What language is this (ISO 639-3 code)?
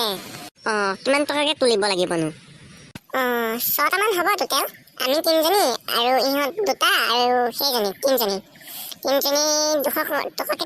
asm